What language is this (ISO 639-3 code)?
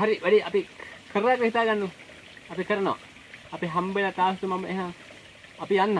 sin